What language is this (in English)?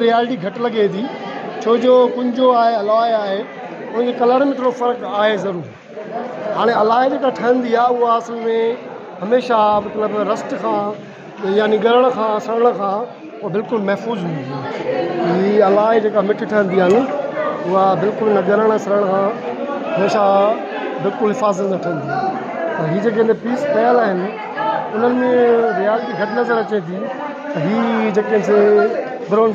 Sindhi